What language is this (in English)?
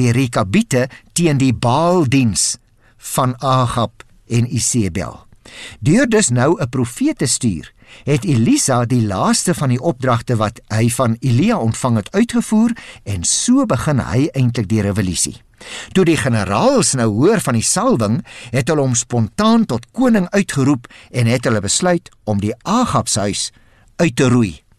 Afrikaans